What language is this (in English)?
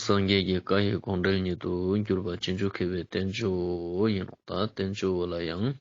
Ladakhi